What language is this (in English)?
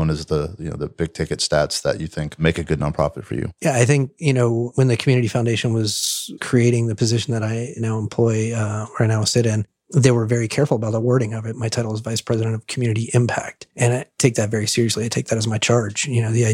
English